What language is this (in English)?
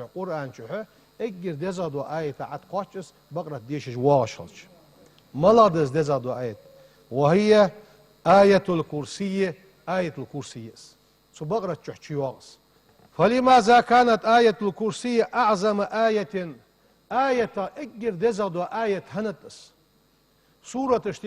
Ingush